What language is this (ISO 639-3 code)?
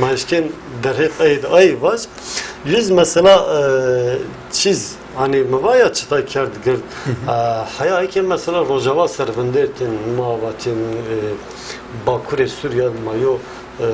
zza